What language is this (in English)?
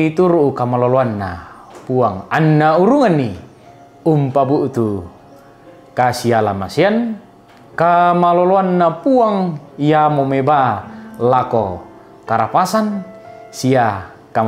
Toraja-Sa'dan